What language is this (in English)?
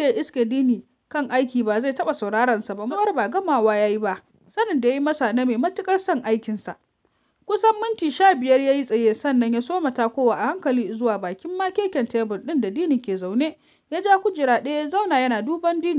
Hausa